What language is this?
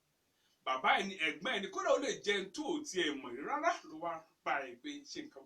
Yoruba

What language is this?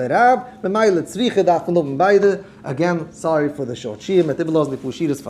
Yiddish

